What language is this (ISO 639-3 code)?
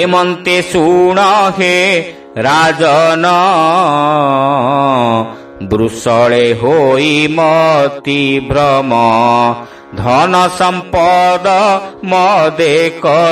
ori